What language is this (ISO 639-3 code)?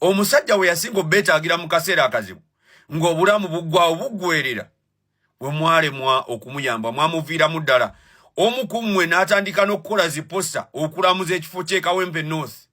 lug